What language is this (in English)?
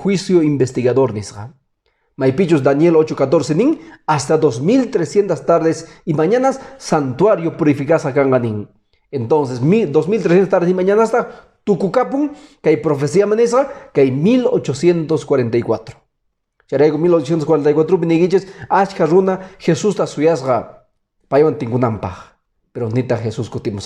Quechua